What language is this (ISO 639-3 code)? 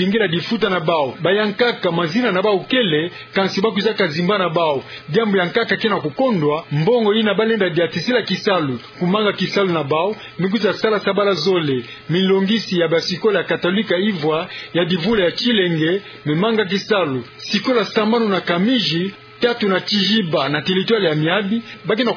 ktu